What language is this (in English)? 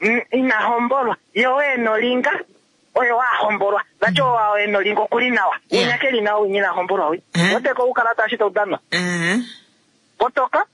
Kuanyama